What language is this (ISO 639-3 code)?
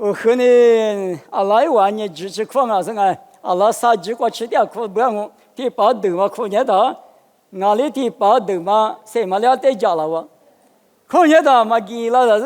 lis